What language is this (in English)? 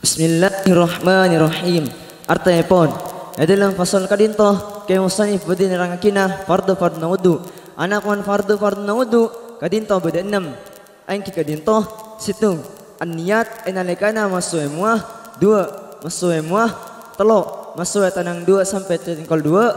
Madurese